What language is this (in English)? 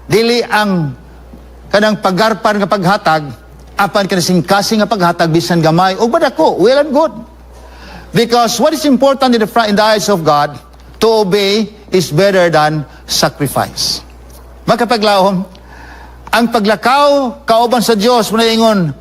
Cebuano